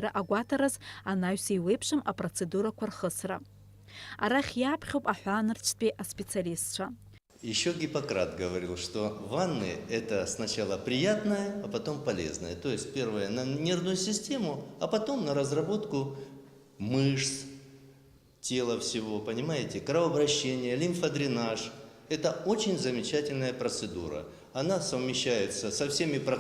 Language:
Abkhazian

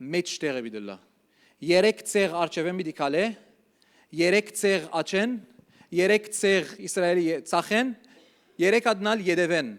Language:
Western Armenian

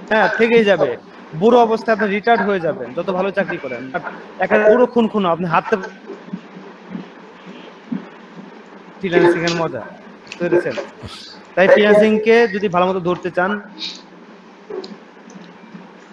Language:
Bangla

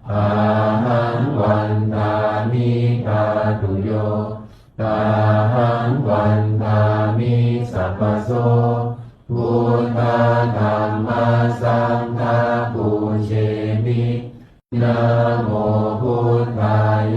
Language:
Pali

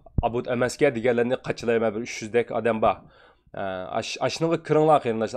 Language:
Uyghur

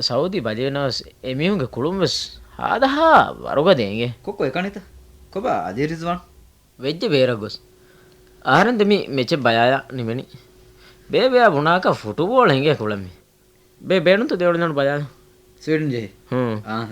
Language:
Divehi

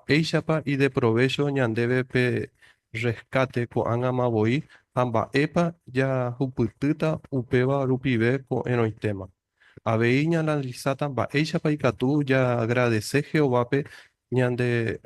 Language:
Guarani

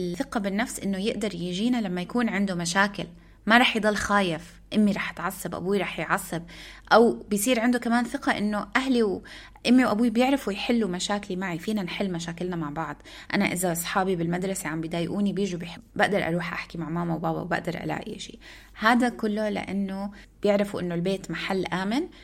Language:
North Levantine Arabic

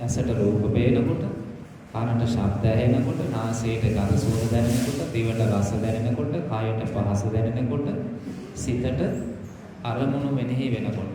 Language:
Sinhala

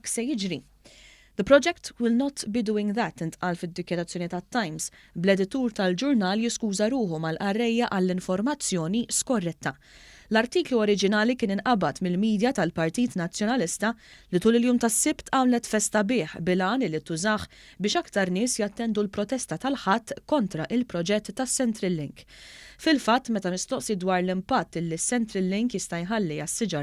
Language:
Maltese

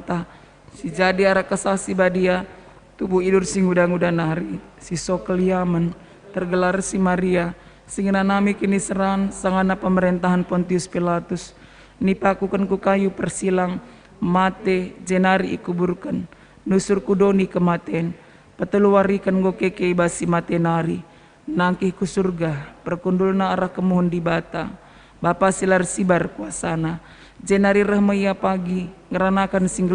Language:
Batak Karo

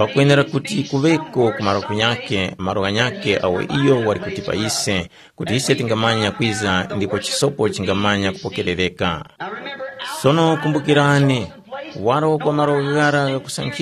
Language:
Tumbuka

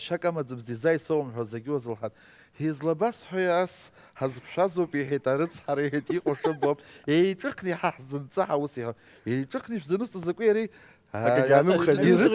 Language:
Abkhazian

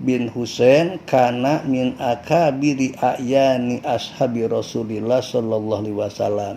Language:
Sundanese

